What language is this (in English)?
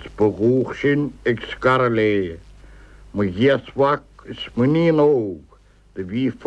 Irish